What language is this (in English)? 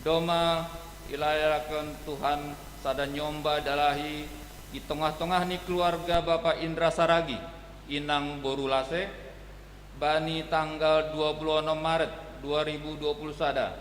Batak Simalungun